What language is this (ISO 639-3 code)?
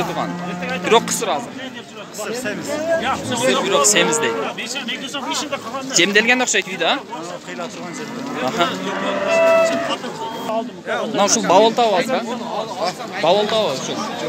kir